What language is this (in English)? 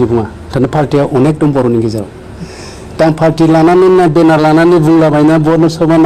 Bodo